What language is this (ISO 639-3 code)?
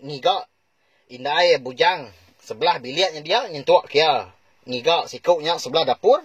iba